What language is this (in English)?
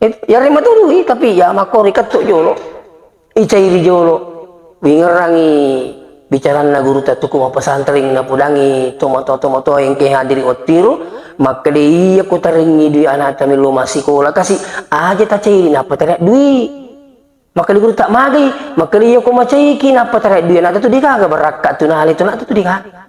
Buginese